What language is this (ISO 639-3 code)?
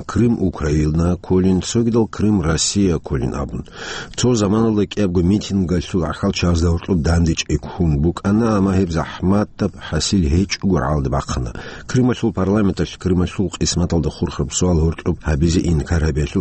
ava